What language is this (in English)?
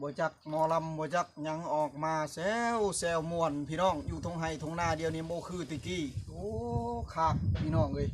Northeastern Thai